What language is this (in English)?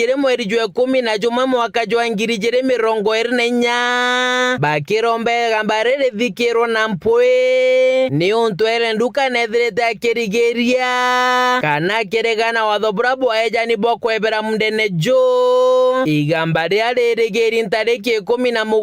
Meru